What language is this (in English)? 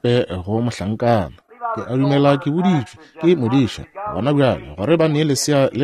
Northern Sotho